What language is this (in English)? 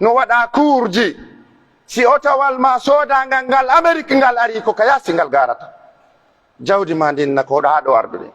Pular